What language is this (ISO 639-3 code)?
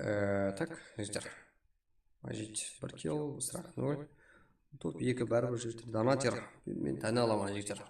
kaa